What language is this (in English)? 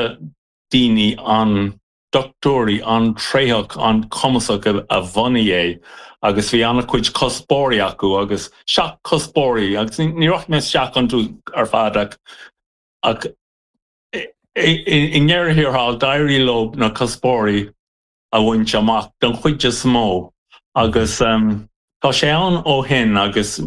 Irish